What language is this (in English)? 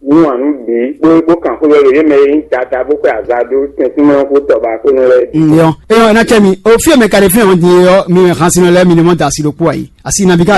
Fon